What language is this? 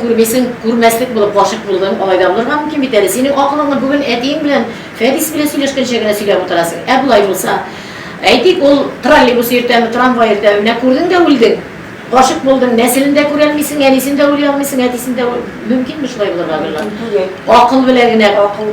Tatar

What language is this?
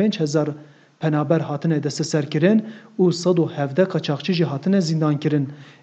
Kurdish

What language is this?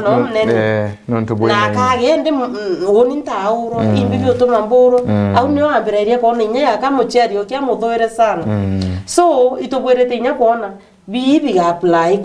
Meru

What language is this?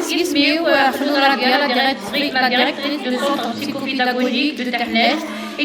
Kabyle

